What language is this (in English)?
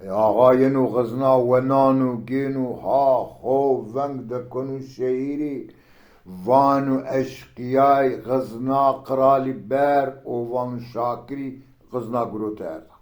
Zaza